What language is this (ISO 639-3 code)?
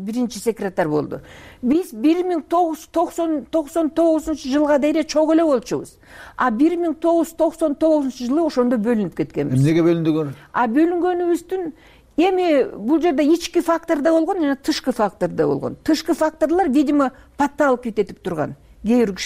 kir